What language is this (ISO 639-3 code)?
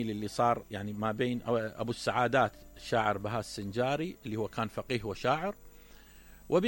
acm